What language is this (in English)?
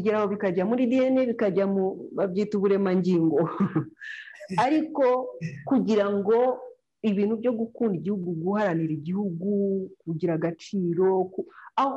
Kinyarwanda